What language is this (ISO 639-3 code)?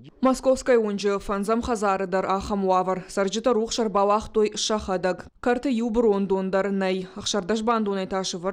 oss